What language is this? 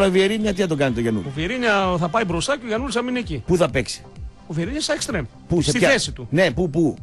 Greek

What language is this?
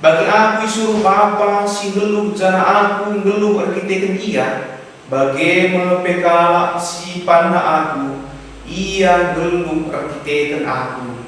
Batak Karo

